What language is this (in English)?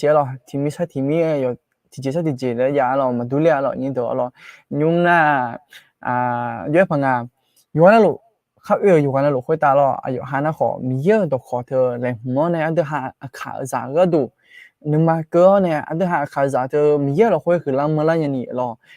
Akha